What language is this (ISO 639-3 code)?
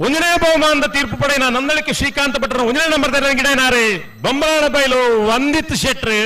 tcy